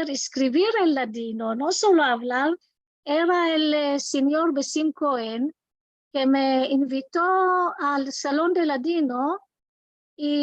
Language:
Ladino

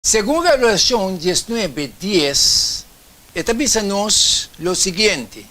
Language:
Papiamento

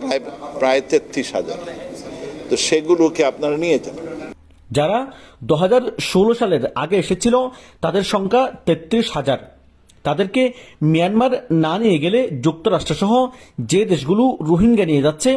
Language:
Rohingya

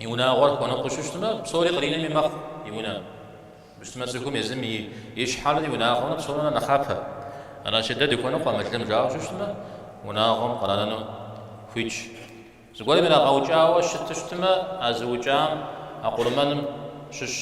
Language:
Kabardian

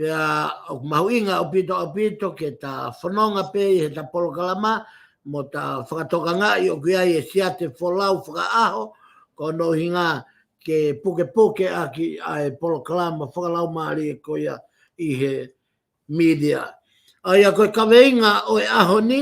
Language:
Tongan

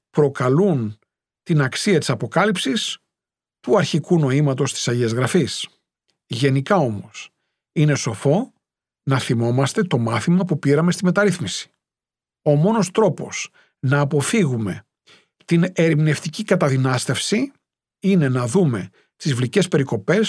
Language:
Greek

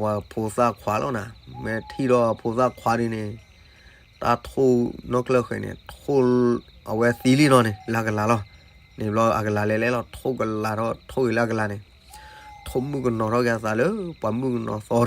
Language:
S'gaw Karen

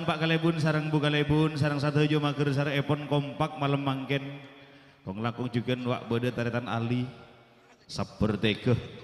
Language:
Madurese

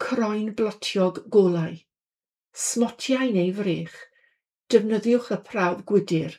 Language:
Welsh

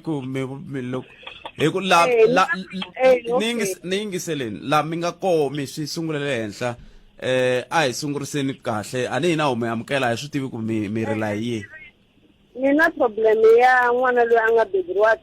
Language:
Tsonga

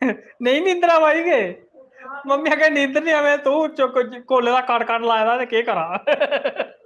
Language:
Dogri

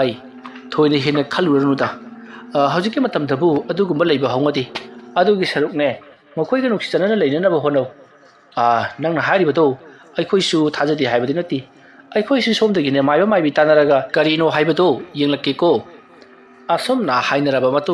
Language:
Manipuri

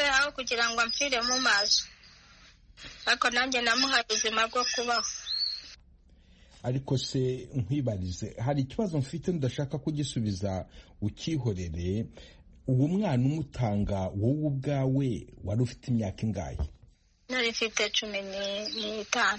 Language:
Kinyarwanda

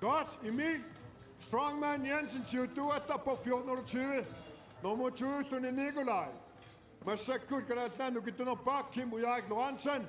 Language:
Kalaallisut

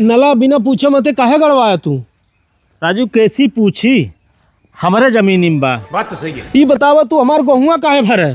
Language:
Awadhi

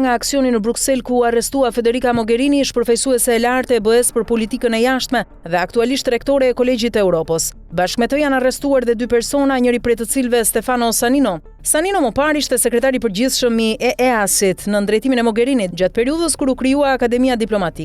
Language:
Albanian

